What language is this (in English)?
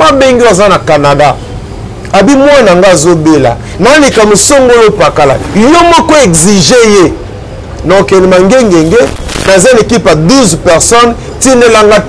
Lingala